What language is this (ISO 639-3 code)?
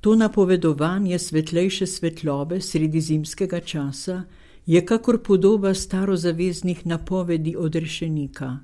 slv